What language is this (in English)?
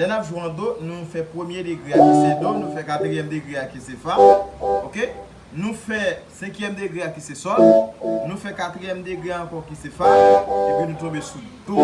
Haitian Creole